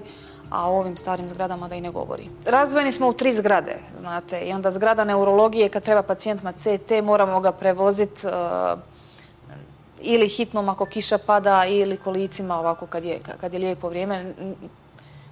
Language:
Bosnian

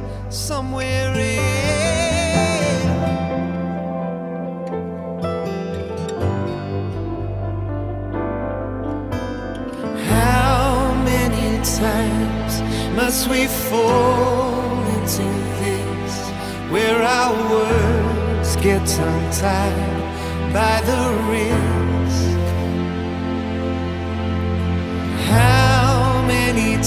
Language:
English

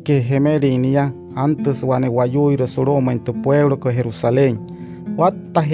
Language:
Wayuu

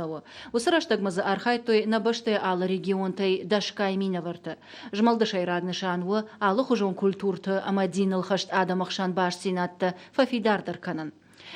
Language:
Ossetic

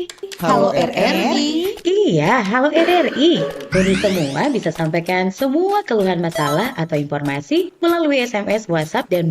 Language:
Manado Malay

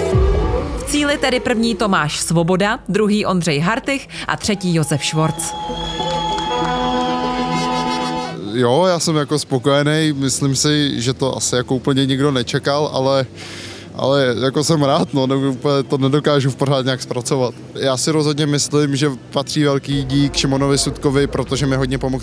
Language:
Czech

